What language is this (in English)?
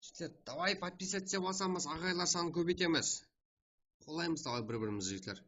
Kara-Kalpak